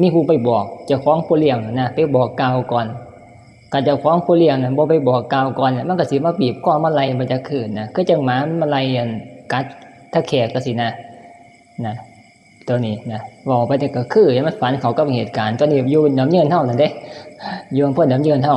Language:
Northeastern Thai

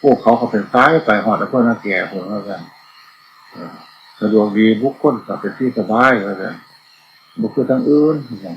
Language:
Northeastern Thai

